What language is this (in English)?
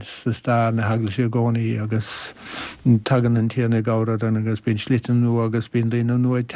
Irish